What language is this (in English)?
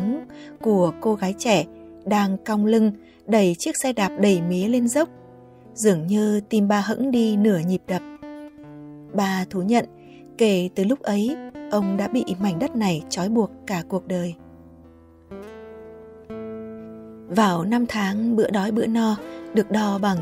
Vietnamese